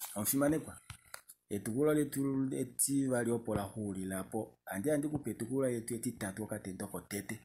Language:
Kuanyama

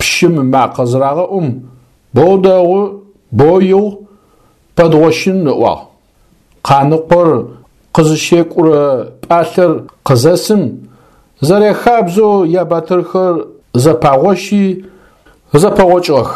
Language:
Adyghe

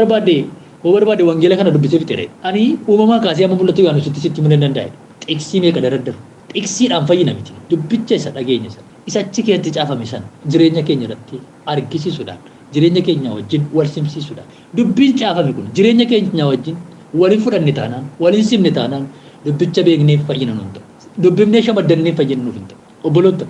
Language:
Oromo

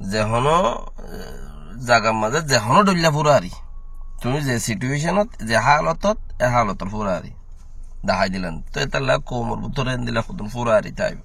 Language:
Rohingya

